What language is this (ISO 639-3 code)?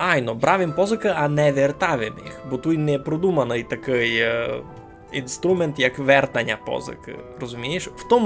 rue